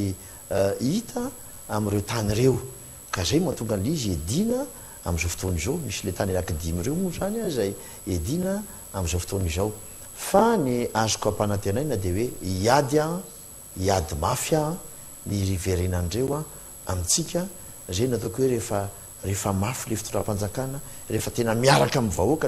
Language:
Malagasy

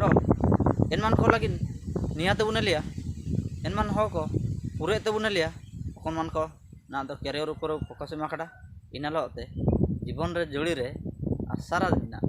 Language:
Ho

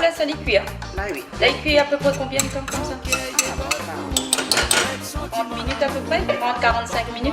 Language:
Réunion Creole French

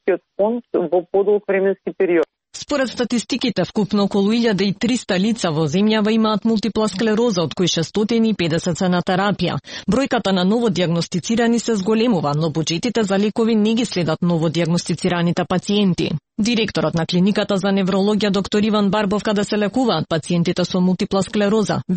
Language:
Macedonian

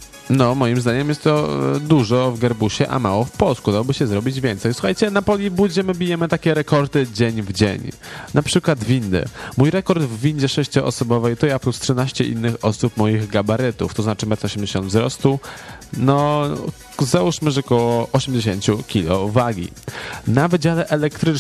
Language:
Polish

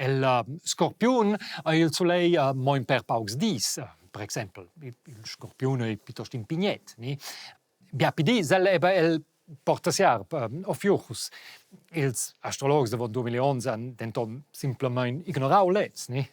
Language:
Romansh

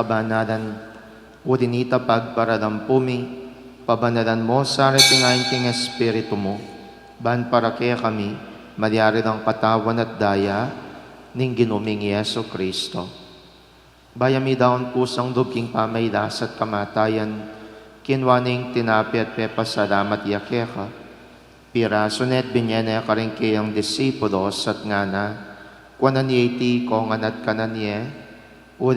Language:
Pampanga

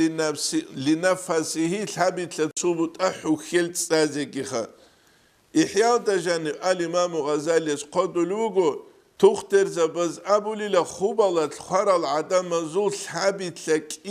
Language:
Avaric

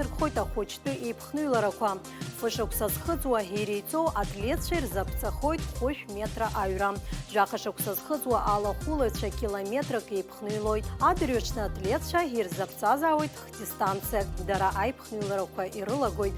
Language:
Abkhazian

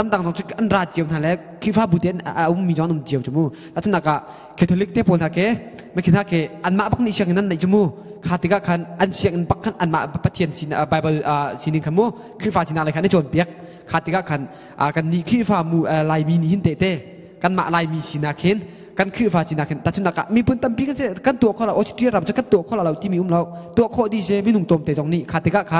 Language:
Hakha Chin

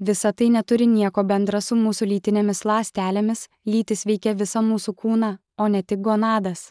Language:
Lithuanian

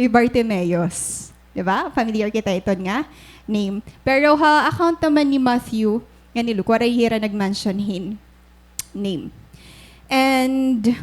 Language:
Waray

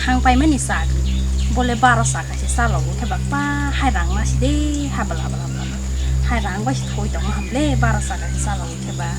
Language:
Kok Borok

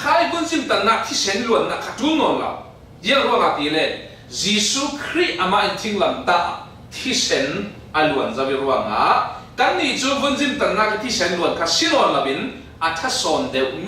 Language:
Falam Chin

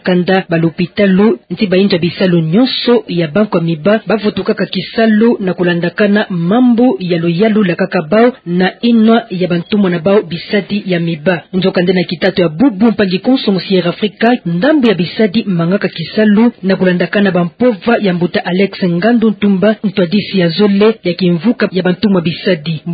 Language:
Kituba (Democratic Republic of Congo)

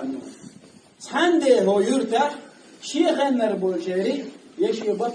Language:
Chechen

